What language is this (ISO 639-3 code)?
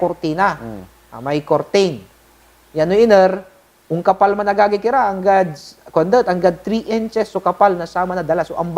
pag